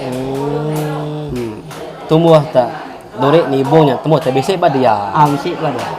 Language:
Iban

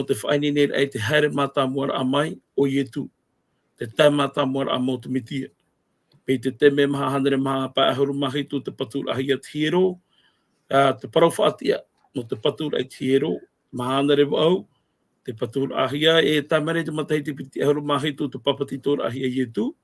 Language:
Tahitian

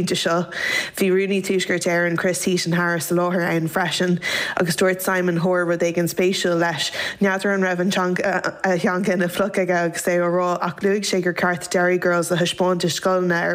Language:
Irish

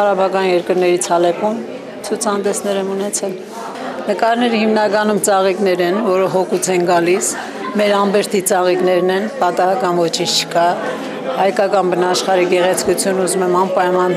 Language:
Armenian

